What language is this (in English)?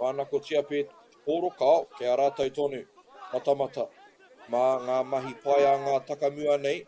Māori